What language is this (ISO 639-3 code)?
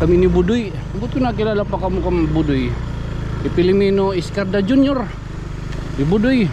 war